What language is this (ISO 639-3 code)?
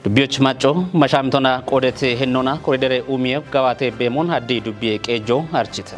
kbr